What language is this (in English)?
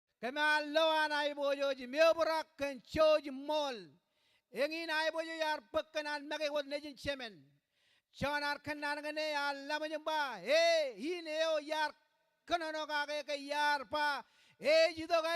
Marshallese